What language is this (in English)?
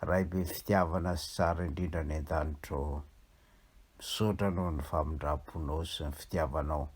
Malagasy